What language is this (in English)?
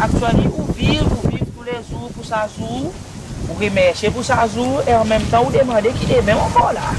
Seselwa Creole French